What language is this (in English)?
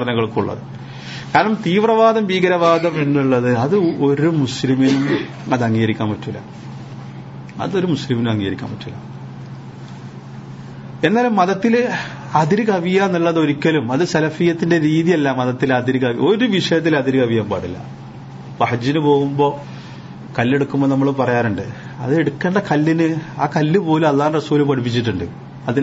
Malayalam